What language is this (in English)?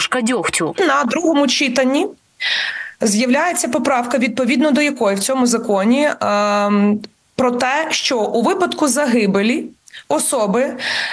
Ukrainian